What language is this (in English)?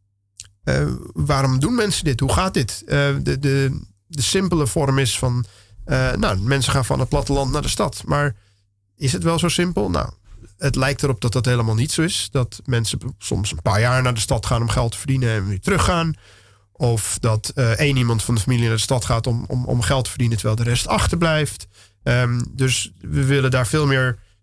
Dutch